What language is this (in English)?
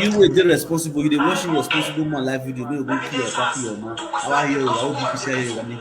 Nigerian Pidgin